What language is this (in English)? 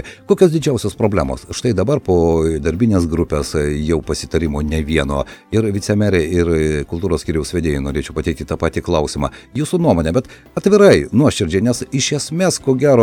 Lithuanian